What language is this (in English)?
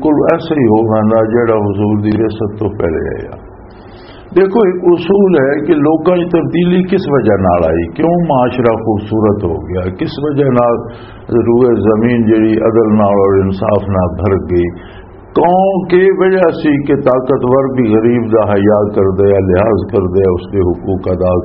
Western Panjabi